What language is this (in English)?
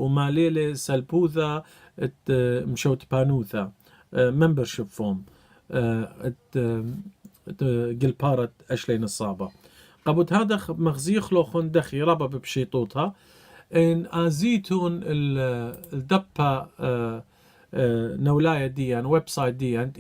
Assyrian Neo-Aramaic